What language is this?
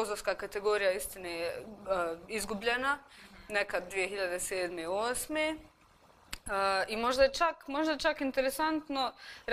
Bosnian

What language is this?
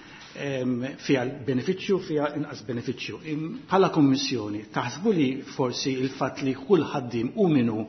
Maltese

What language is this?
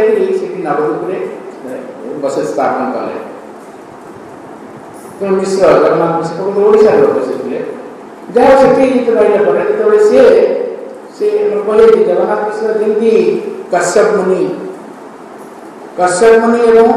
Odia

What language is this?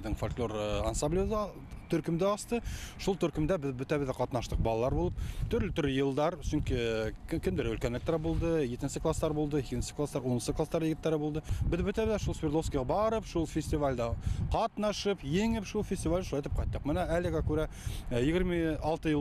Bashkir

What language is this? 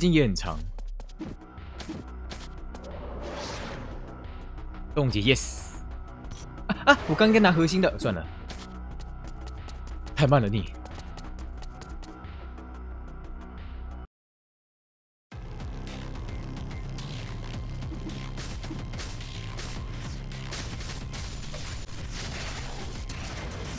Chinese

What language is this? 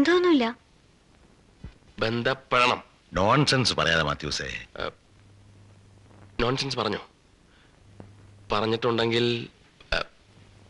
Malayalam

